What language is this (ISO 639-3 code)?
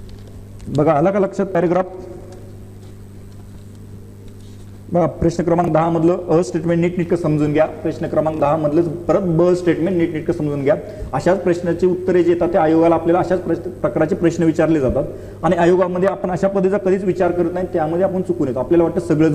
mar